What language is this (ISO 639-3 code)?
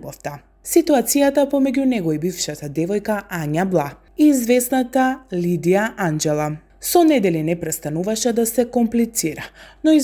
mkd